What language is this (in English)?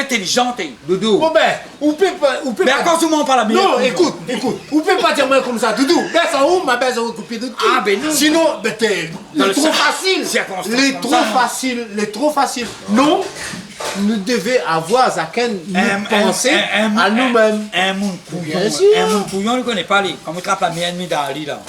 Réunion Creole French